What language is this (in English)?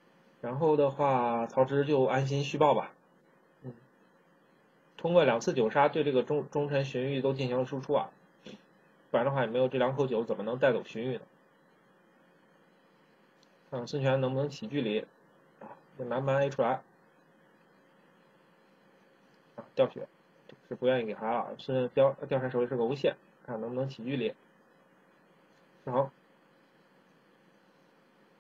Chinese